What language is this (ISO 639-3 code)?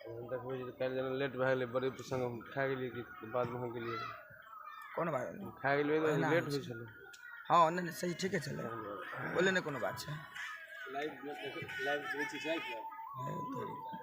mai